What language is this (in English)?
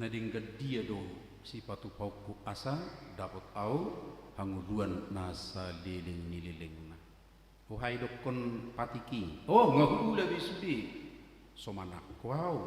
Batak Toba